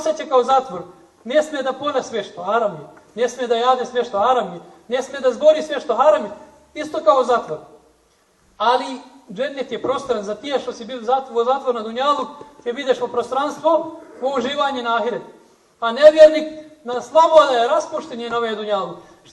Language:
Bosnian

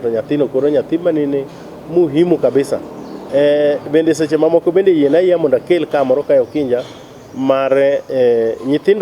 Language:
Luo (Kenya and Tanzania)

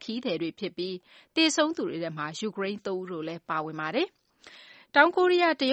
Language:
Burmese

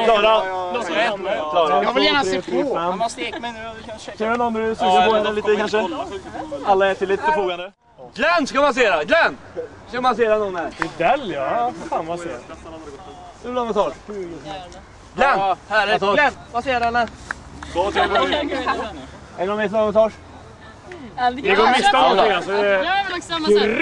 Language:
Swedish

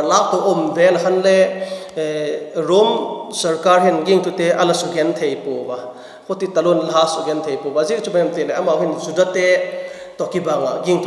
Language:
Vaiphei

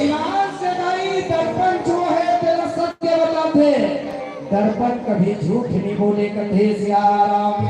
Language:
Chhattisgarhi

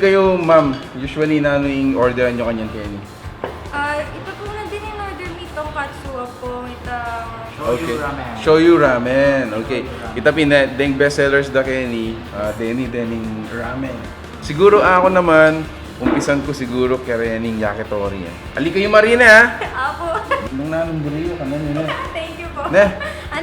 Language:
Pampanga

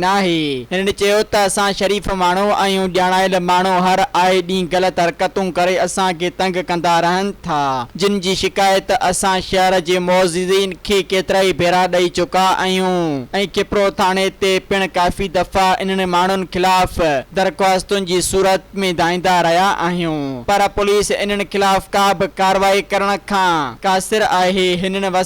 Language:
Sindhi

